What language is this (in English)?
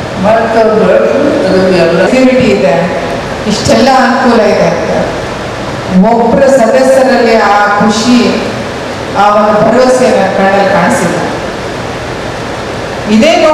Kannada